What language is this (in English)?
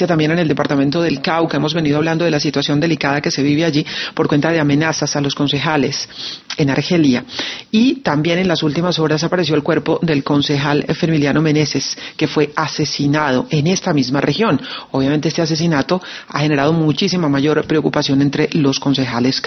Spanish